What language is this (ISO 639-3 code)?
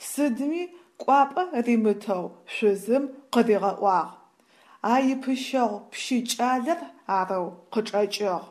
ady